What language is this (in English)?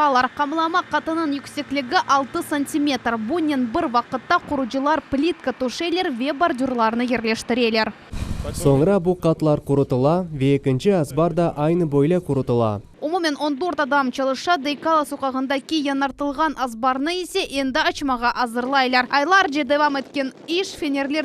Crimean Tatar